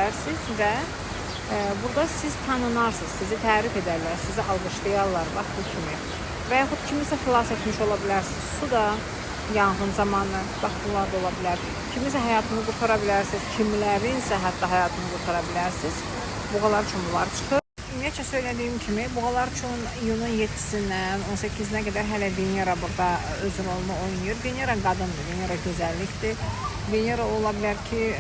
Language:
Azerbaijani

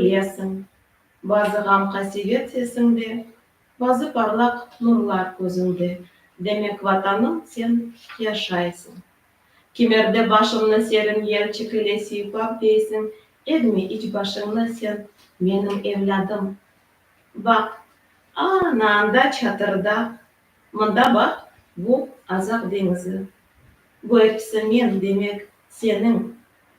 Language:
Crimean Tatar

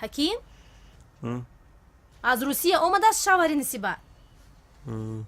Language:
Tajik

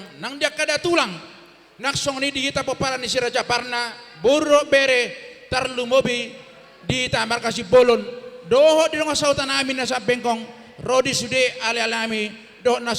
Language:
Batak Toba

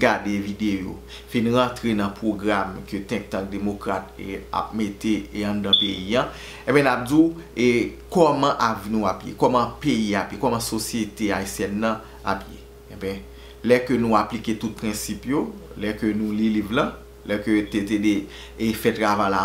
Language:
Haitian Creole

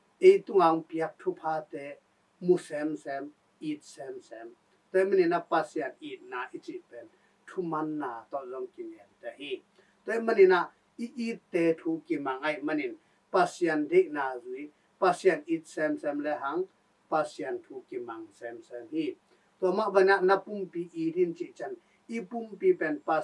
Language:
Tedim Chin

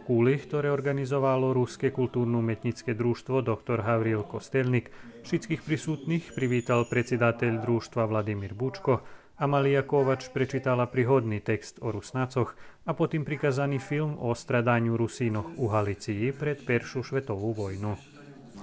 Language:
Rusyn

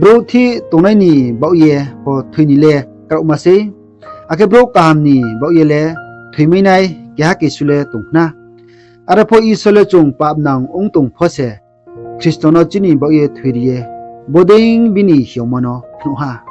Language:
Riang (India)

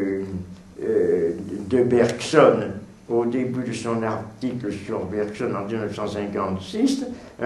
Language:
French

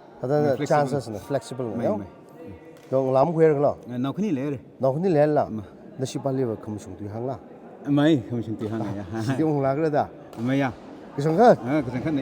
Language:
Tangkhul Naga (India)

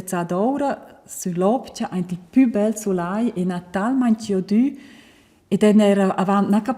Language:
Romansh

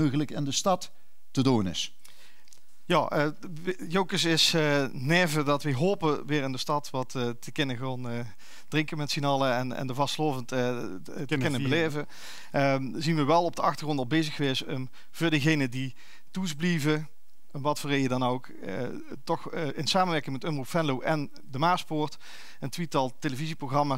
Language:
Limburgish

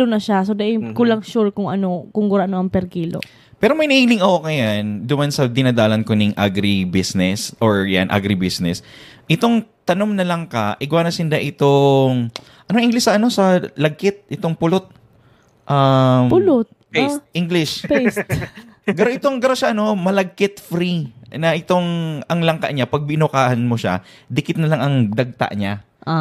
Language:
Bikol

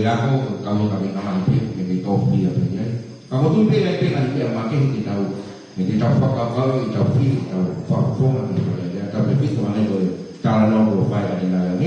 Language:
Tongan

